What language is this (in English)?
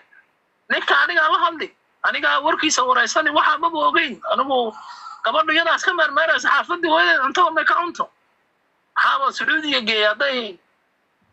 Somali